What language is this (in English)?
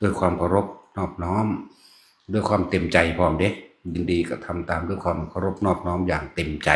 Northeastern Thai